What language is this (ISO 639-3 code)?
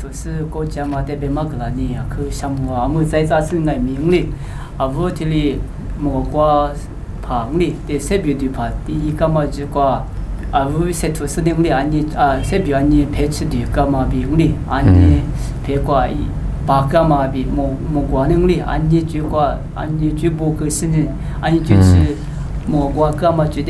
lis